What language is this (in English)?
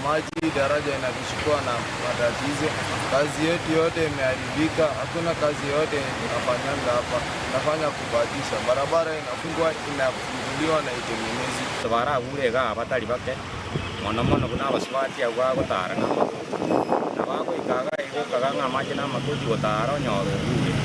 Gusii